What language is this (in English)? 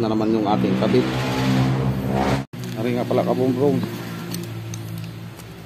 Filipino